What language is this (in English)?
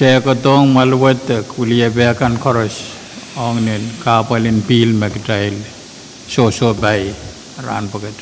Pohnpeian